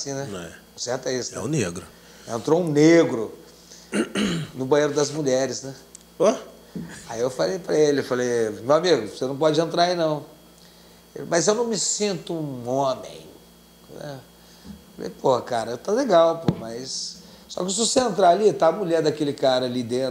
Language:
Portuguese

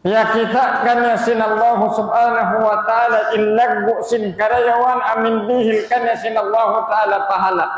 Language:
Tausug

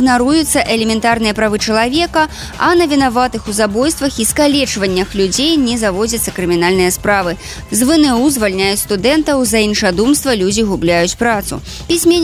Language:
Belarusian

